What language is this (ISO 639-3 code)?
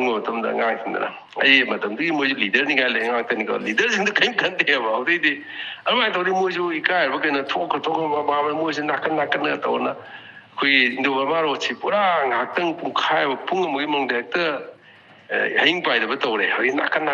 mni